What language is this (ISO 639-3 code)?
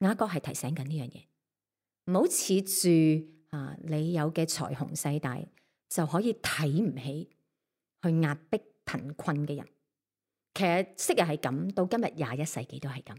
yue